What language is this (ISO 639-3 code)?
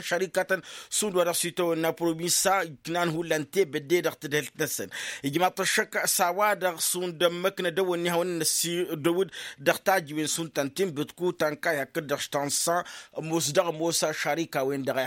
taq